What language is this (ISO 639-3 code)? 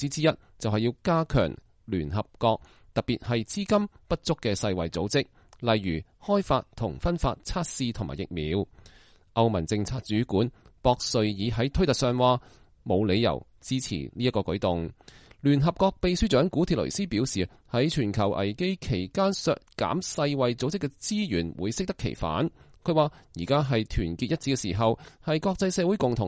yue